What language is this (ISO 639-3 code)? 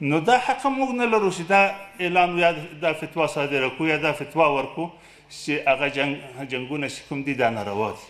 pus